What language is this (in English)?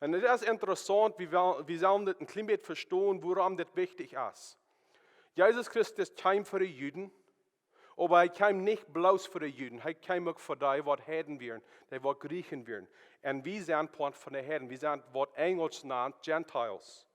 Plautdietsch